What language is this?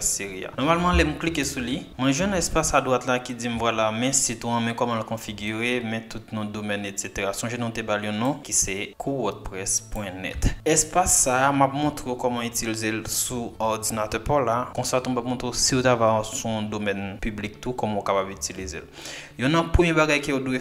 Haitian Creole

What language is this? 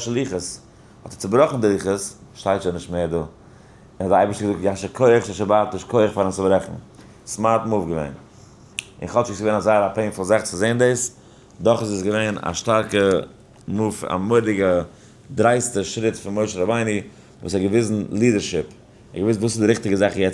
Yiddish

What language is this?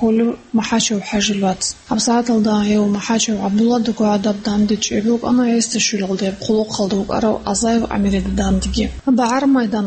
Avaric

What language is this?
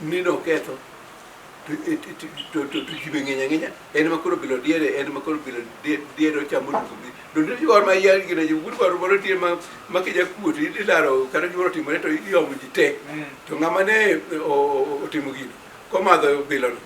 Luo (Kenya and Tanzania)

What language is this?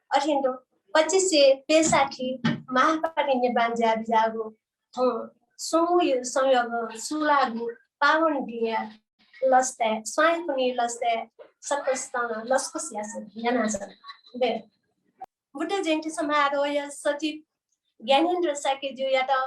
Newari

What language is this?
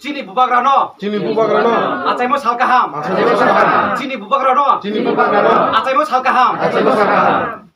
Riang (India)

